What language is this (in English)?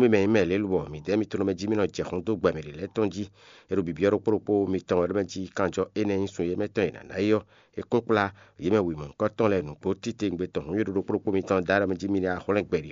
Fon